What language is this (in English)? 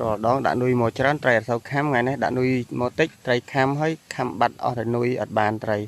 Khmer